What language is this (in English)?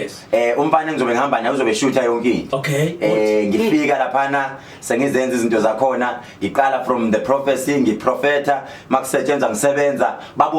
Zulu